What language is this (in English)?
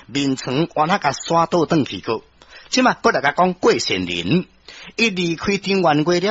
Min Nan Chinese